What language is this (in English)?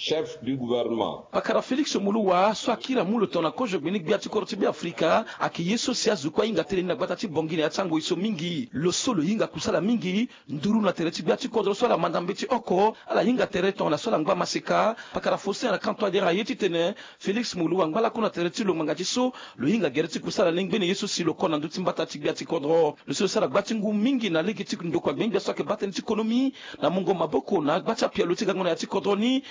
Sango